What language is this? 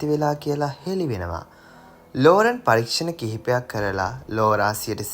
Sinhala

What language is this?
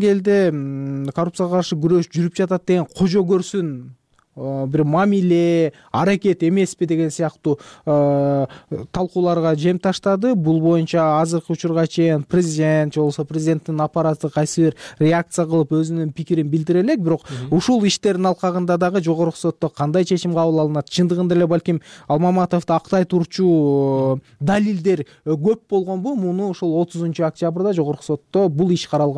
Kyrgyz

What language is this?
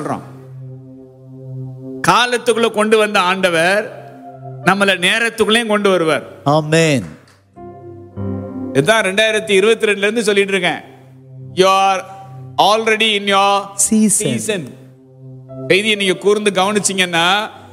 Tamil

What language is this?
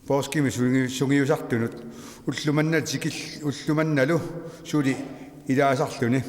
Kalaallisut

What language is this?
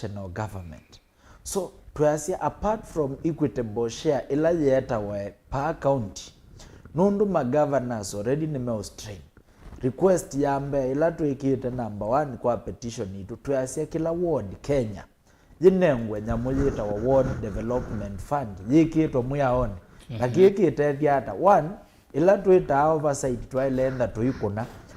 Kamba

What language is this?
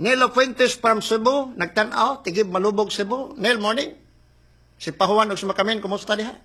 Cebuano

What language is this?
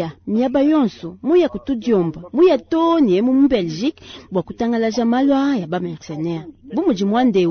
Luba-Lulua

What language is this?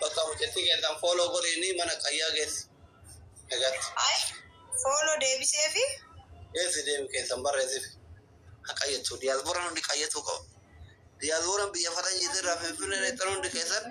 Oromo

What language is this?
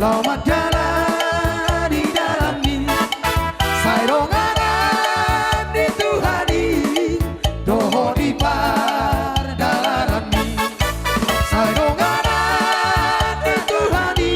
Batak Toba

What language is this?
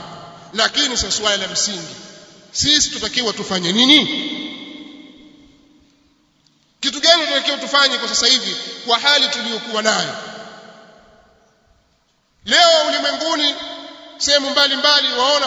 Swahili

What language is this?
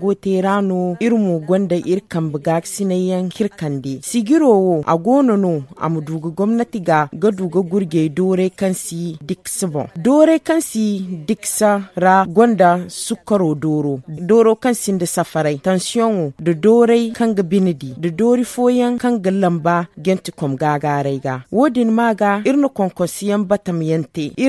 Zarma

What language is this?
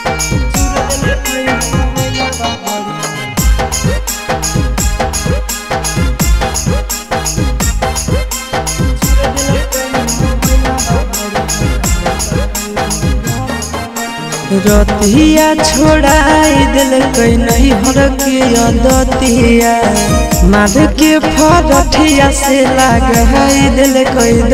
Bhojpuri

